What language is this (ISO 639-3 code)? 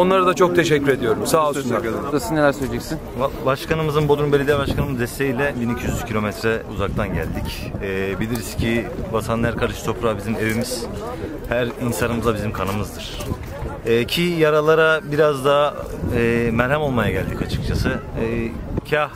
tur